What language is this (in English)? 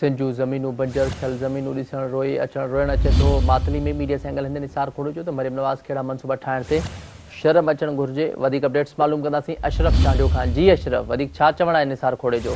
Sindhi